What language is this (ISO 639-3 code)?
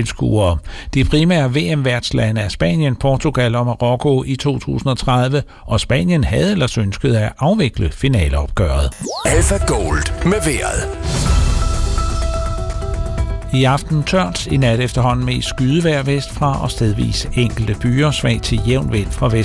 dan